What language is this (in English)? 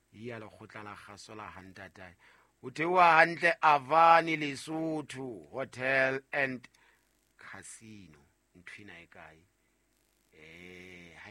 Southern Sotho